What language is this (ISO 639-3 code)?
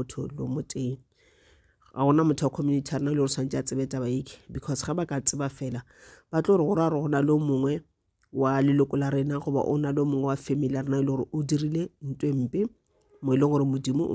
nso